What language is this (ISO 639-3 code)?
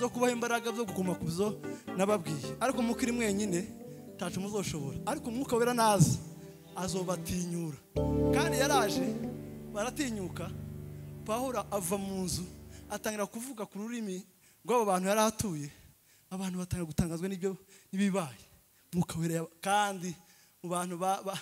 kin